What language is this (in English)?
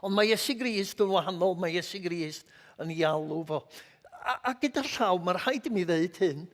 Welsh